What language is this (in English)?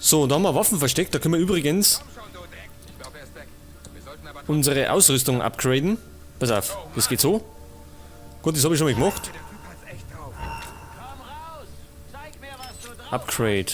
Bavarian